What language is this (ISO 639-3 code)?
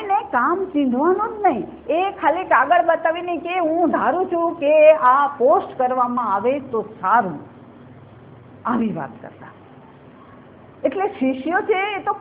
guj